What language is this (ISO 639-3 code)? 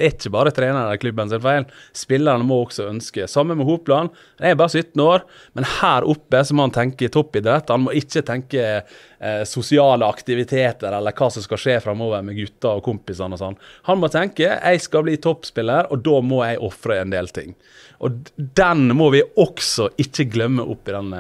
nor